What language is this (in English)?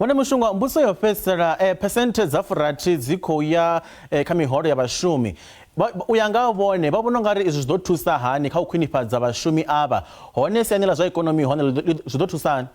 Venda